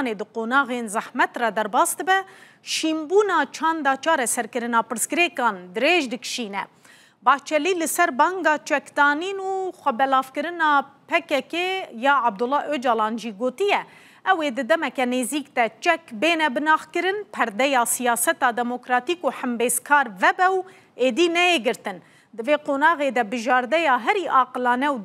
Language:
Kurdish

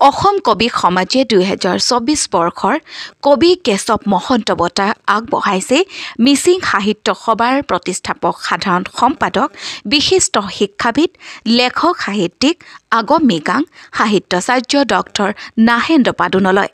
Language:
Assamese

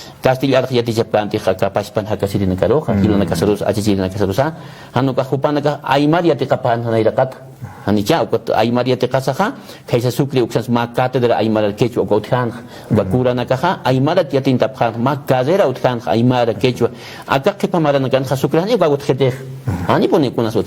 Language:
Aymara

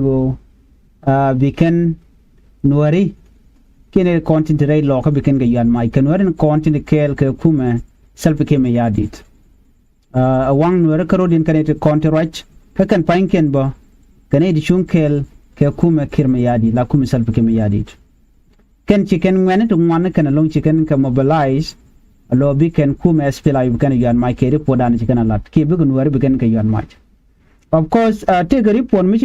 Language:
Nuer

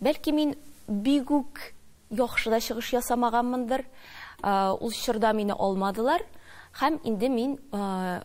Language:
Tatar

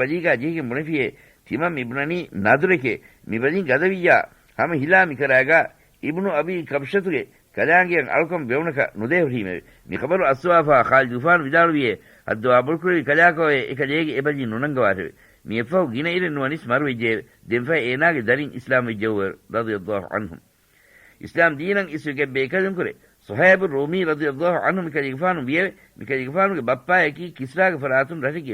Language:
Divehi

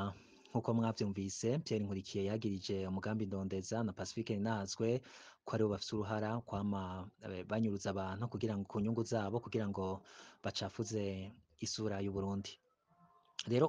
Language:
Rundi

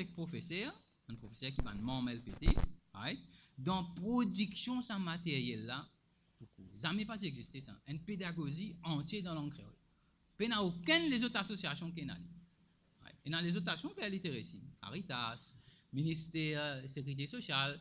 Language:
Morisyen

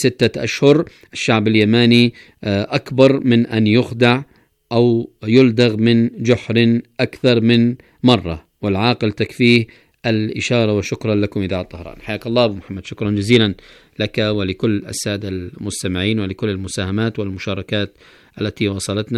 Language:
Arabic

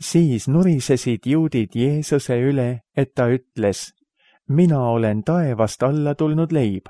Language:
Estonian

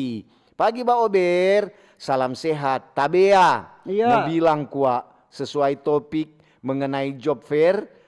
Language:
Manado Malay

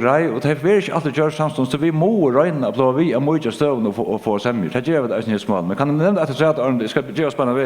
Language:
Faroese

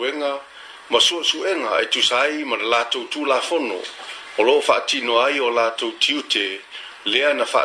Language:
Samoan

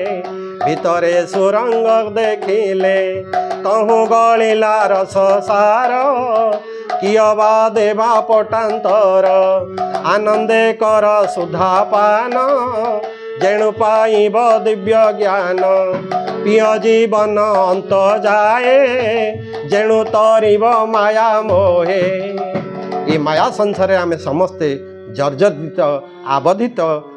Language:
Odia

